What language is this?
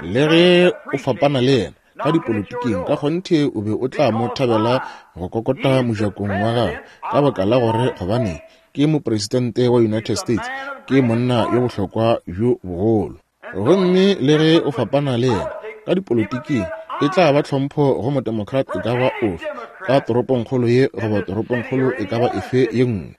Northern Sotho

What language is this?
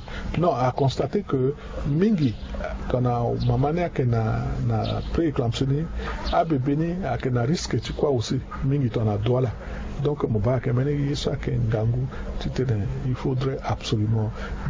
Sango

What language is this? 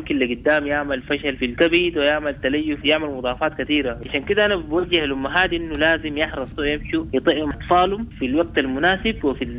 Sudanese Arabic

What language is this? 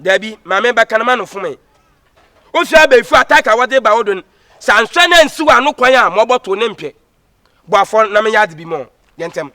Akan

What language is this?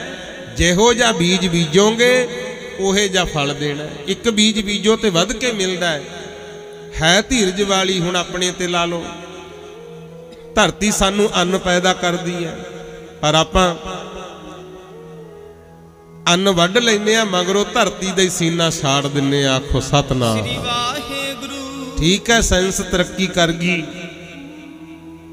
Punjabi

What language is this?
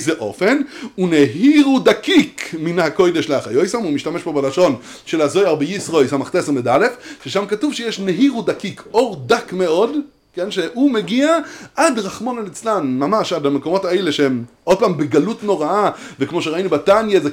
Hebrew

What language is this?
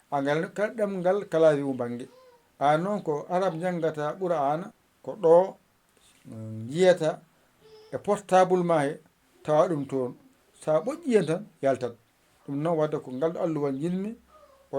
Fula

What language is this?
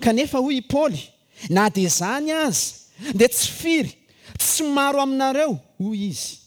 Malagasy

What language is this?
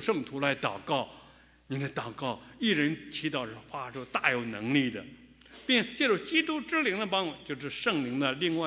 Chinese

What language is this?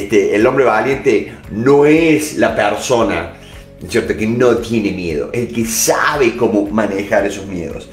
Spanish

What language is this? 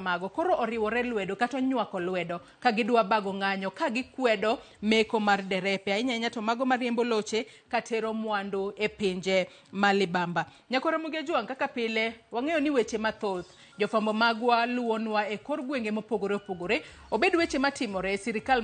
Luo (Kenya and Tanzania)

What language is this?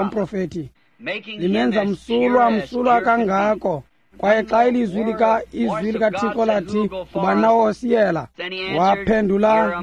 Xhosa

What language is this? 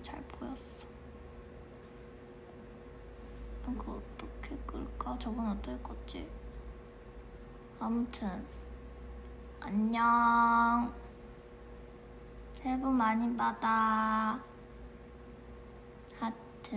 Korean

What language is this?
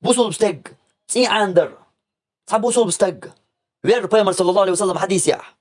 Chechen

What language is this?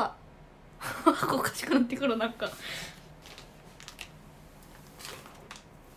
Japanese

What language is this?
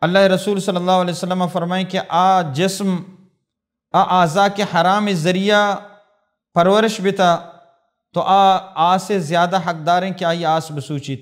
Baluchi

